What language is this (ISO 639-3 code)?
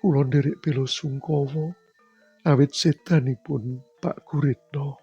jav